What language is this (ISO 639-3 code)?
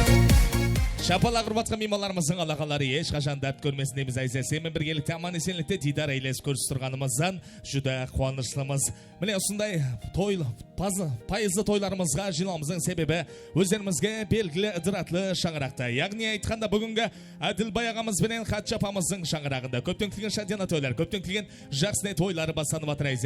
kaa